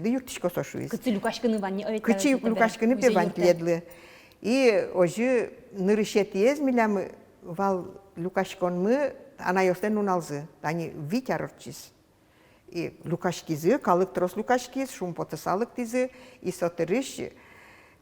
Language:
Udmurt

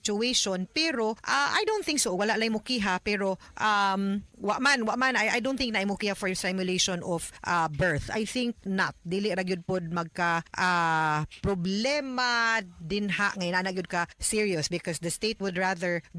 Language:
Cebuano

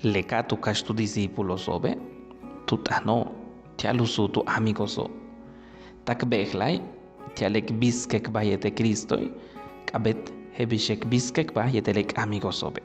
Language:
Yucateco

